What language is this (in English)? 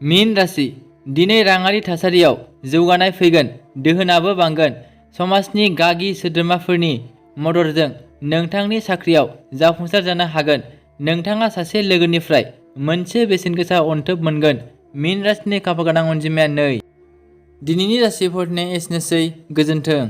Bodo